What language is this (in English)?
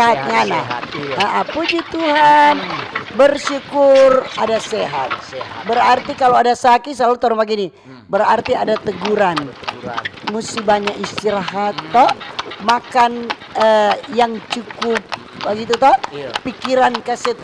Manado Malay